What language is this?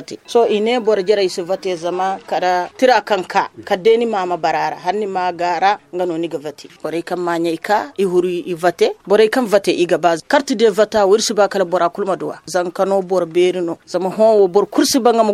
Zarma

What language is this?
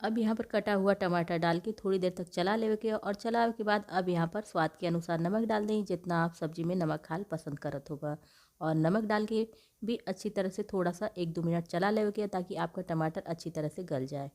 Bhojpuri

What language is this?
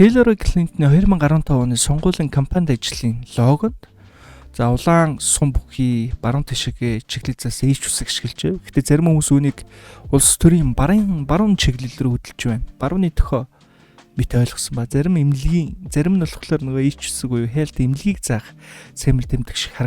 Mongolian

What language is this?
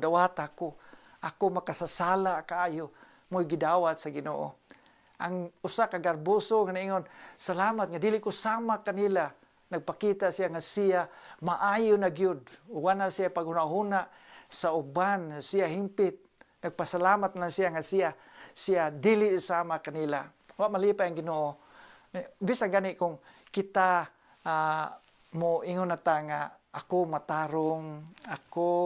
Cebuano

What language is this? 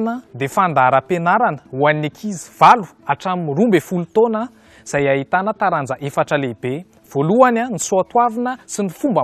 Malagasy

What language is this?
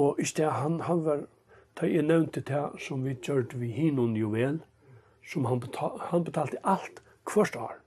Faroese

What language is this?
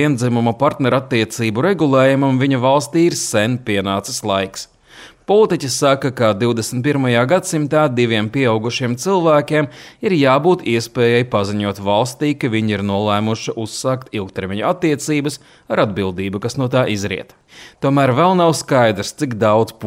Latvian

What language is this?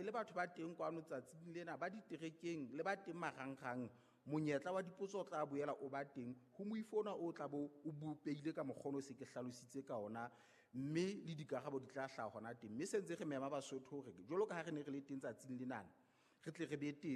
Southern Sotho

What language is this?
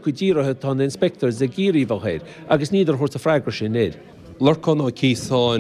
Irish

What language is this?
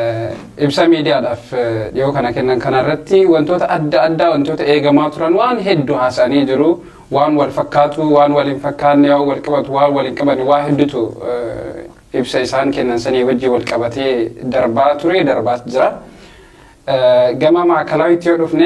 Oromo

